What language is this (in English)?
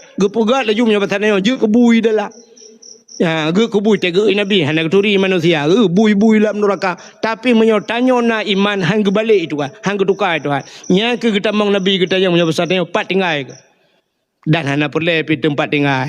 Achinese